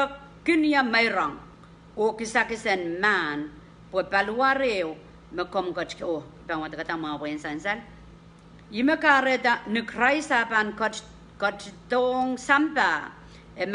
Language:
Pohnpeian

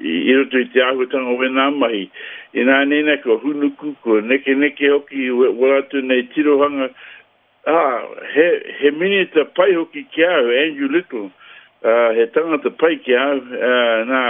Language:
Māori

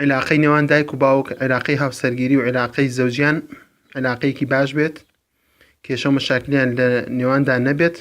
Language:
Central Kurdish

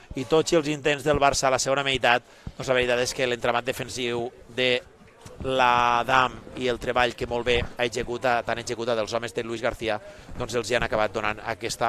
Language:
Catalan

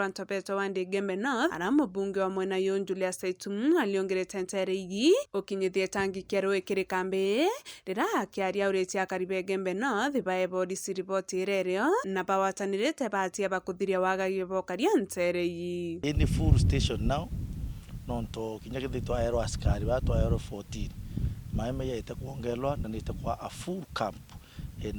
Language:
Meru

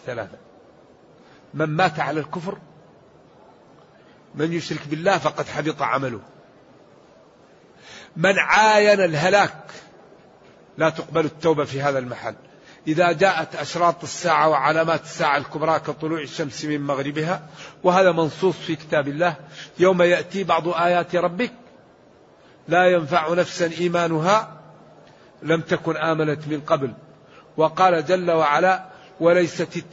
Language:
Arabic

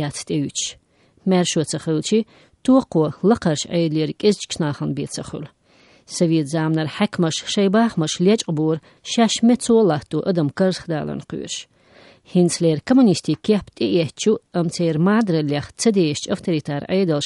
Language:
Chechen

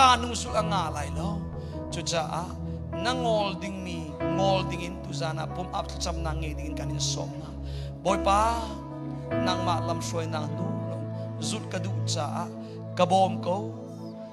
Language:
Hakha Chin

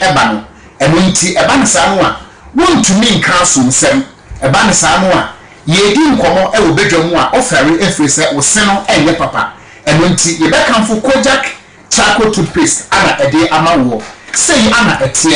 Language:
Akan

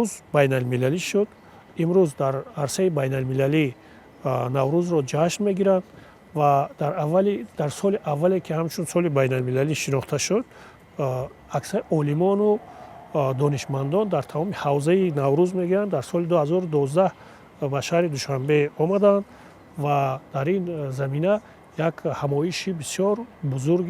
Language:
Tajik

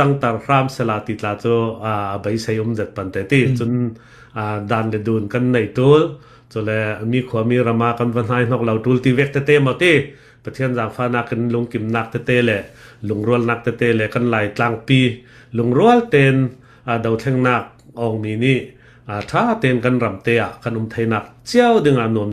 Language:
Hakha Chin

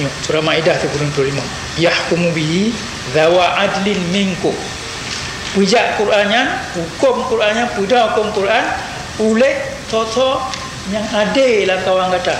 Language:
Achinese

